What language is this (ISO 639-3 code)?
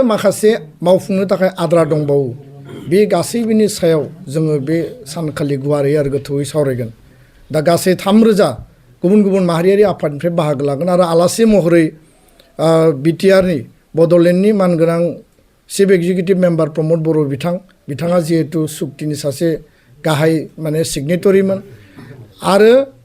brx